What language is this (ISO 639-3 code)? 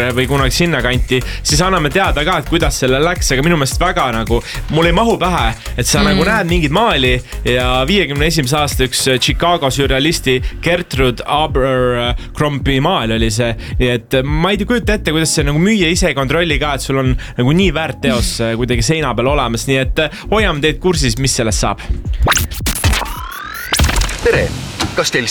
est